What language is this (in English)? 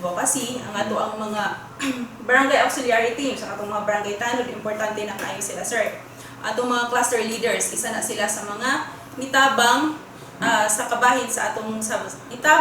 Cebuano